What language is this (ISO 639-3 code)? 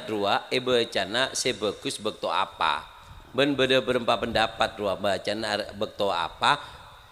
mad